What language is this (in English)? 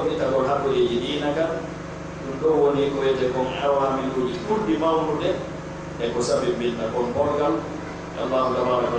Pular